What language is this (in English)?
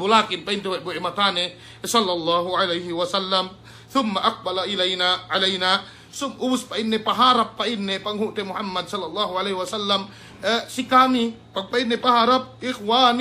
Yakan